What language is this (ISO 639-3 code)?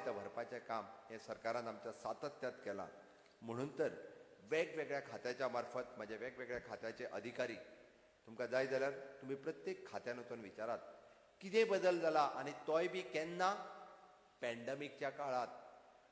kok